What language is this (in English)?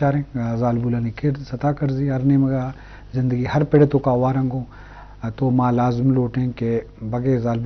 Eastern Balochi